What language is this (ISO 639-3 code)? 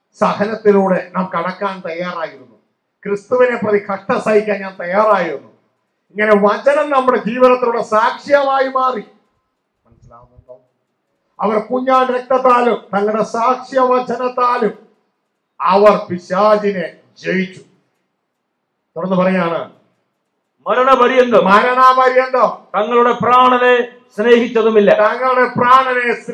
mal